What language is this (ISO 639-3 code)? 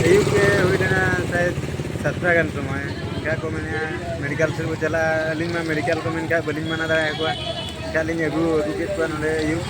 sat